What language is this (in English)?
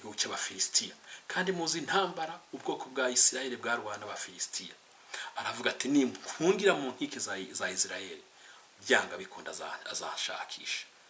Kinyarwanda